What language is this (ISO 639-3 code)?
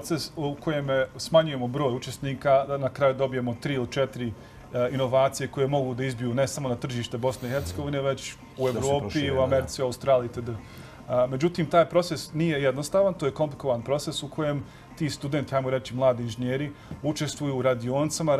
bos